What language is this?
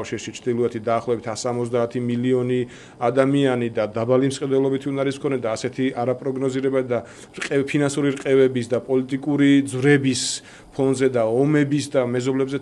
Georgian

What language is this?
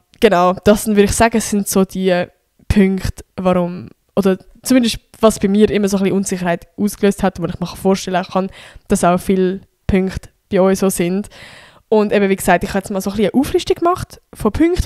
Swiss German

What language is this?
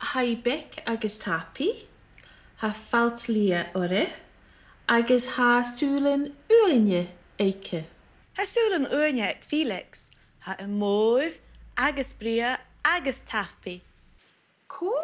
Scottish Gaelic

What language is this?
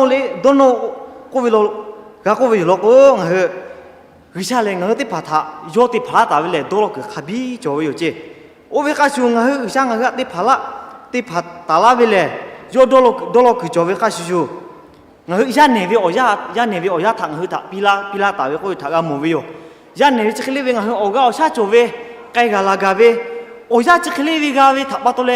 Lahu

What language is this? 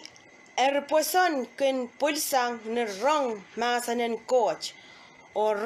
Pohnpeian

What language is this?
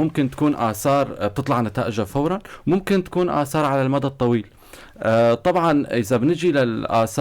North Levantine Arabic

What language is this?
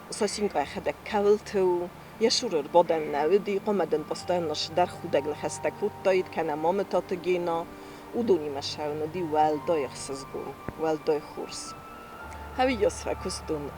Ossetic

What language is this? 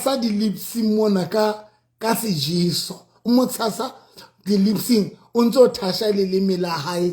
Southern Sotho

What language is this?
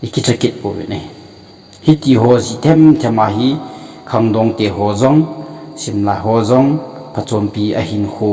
Thado Chin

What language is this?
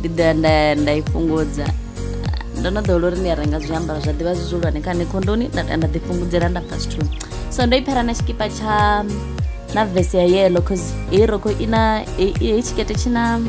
Venda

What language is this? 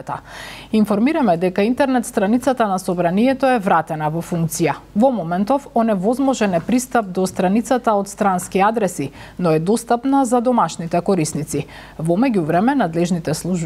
Macedonian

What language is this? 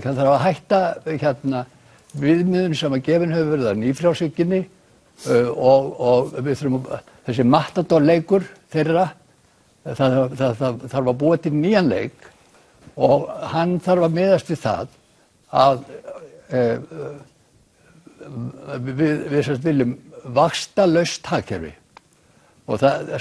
Icelandic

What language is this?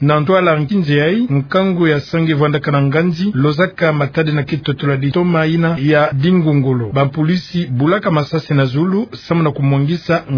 Kituba (Democratic Republic of Congo)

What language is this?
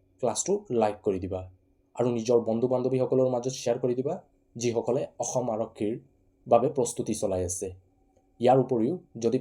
Assamese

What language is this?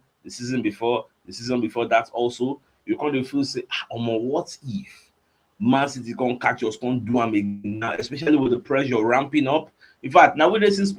Nigerian Pidgin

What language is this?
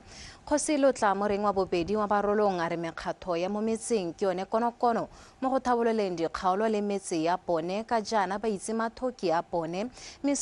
Tswana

